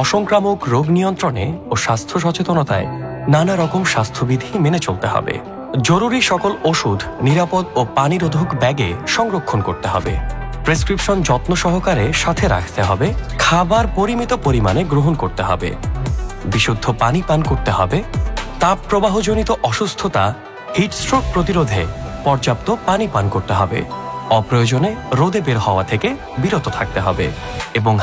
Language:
Bangla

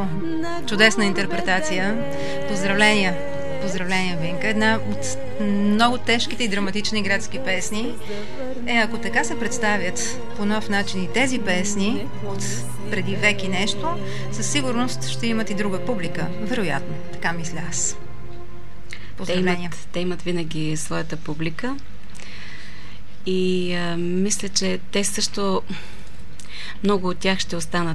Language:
Bulgarian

